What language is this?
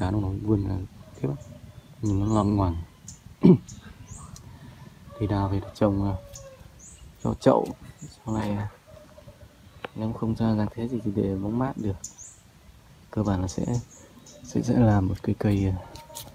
Vietnamese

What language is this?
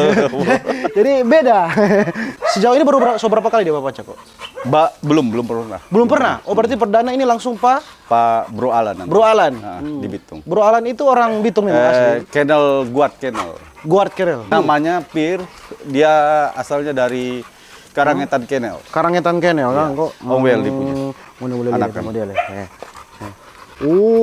Manado Malay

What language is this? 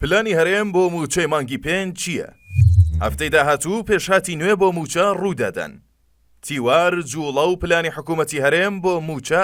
Central Kurdish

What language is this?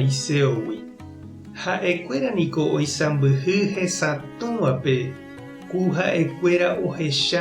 Guarani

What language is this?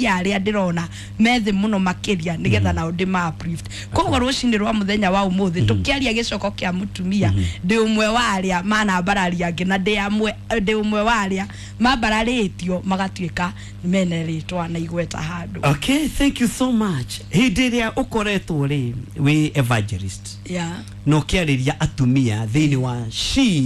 Kikuyu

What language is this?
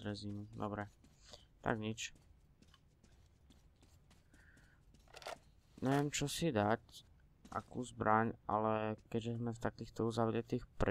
Slovak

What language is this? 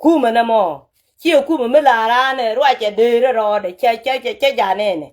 Nuer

